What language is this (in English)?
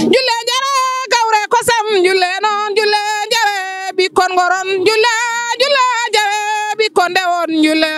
Fula